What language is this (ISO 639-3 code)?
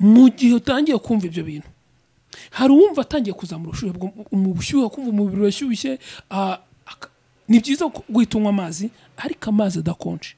kin